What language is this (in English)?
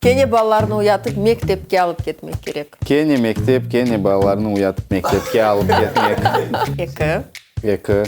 Crimean Tatar